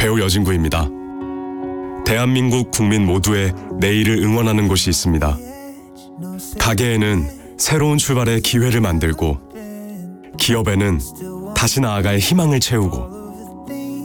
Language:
Korean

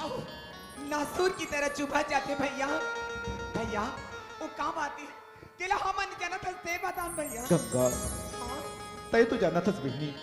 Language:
Chhattisgarhi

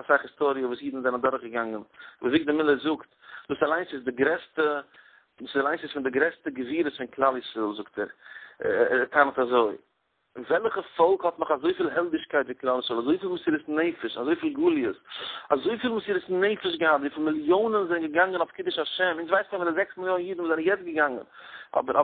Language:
Yiddish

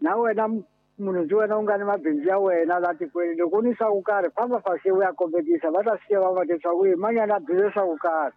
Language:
Tsonga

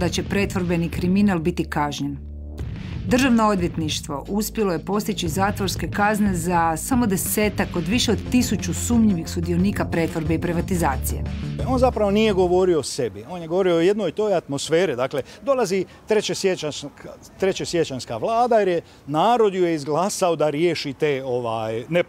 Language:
Croatian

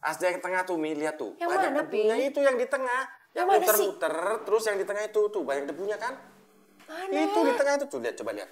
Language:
Betawi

